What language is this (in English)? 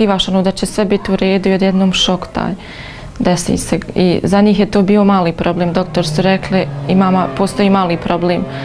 Bosnian